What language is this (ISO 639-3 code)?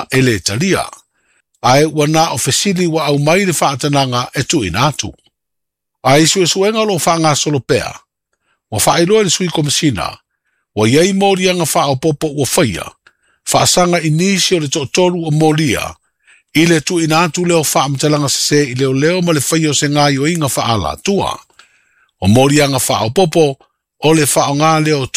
smo